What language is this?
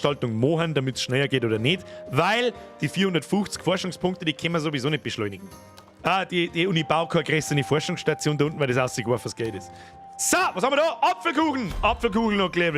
Bavarian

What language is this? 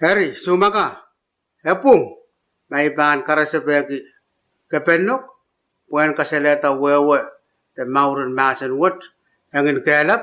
Pohnpeian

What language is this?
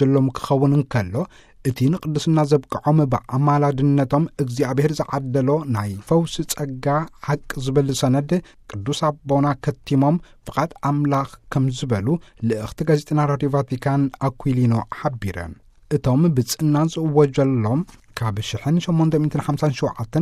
Tigrinya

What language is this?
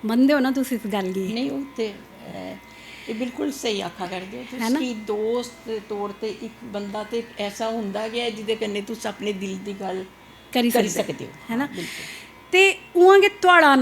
Dogri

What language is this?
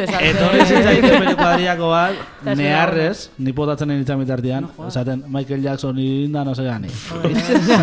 Basque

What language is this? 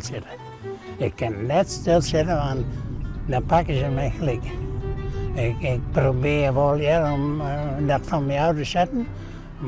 Western Frisian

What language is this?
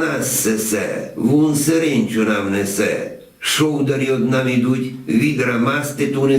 Rusyn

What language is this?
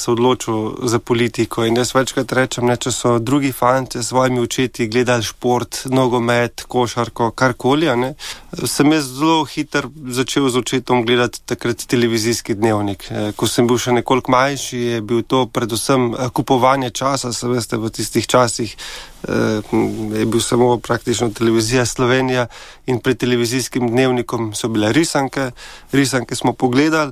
Slovenian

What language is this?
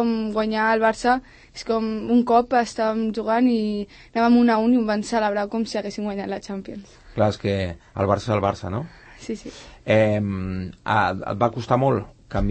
Catalan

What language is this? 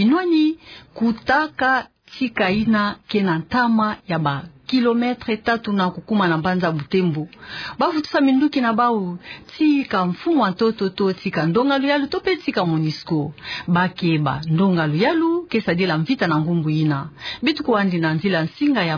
Kituba (Democratic Republic of Congo)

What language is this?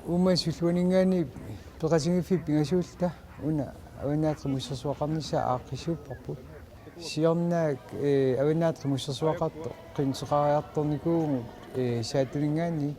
Kalaallisut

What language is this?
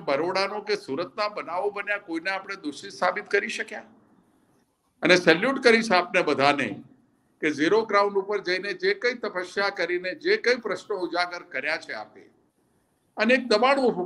Gujarati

